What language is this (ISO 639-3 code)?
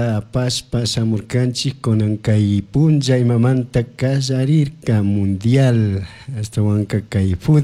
qug